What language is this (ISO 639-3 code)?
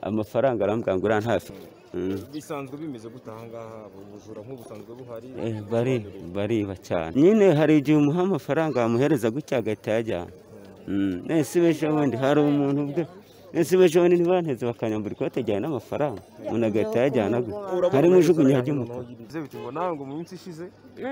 kin